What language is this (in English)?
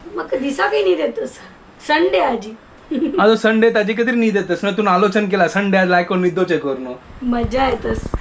Konkani